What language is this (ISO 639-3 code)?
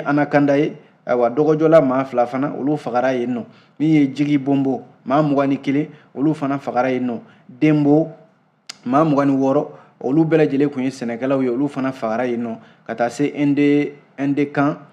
bam